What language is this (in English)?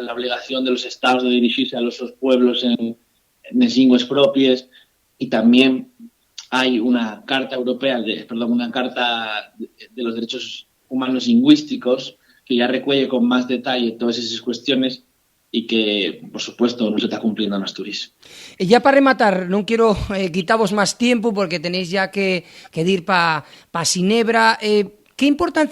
Asturian